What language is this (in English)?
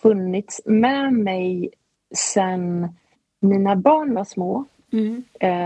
Swedish